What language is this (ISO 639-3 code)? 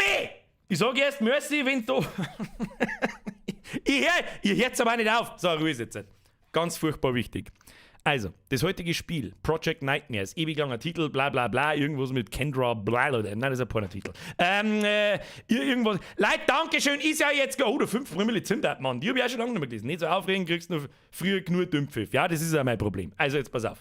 bar